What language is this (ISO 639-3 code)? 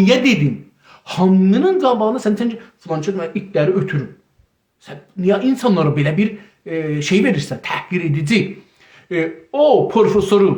azb